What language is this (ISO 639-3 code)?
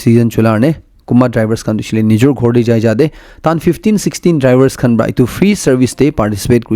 nag